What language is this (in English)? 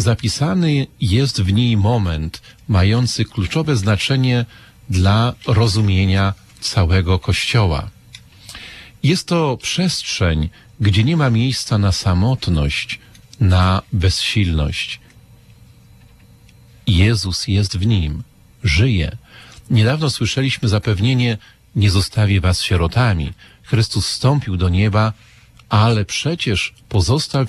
Polish